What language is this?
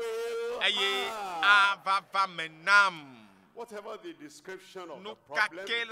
Ewe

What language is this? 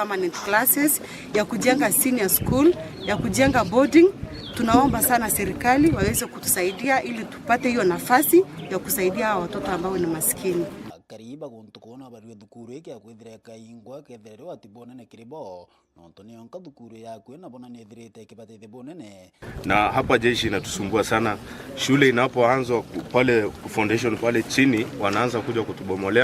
Meru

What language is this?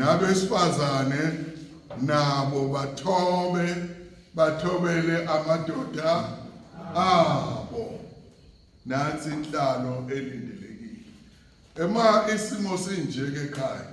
Zulu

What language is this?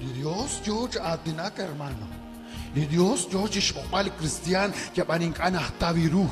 Kekchí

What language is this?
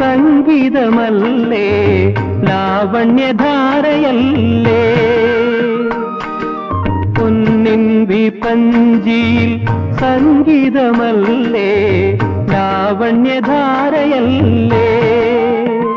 Malayalam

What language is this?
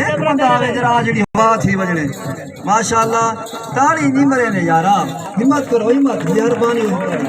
Saraiki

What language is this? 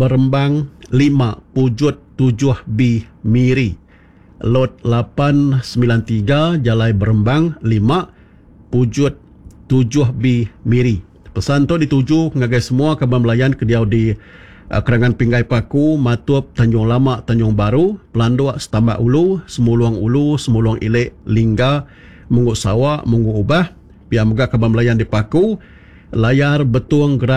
Iban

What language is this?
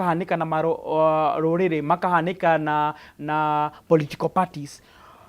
Kikuyu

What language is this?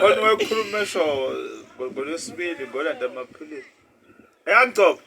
Zulu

